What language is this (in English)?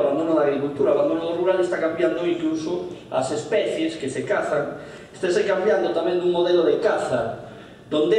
Galician